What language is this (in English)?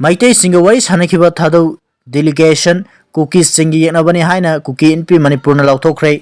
Manipuri